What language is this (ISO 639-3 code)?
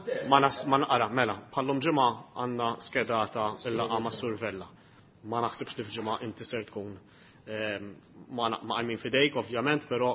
mlt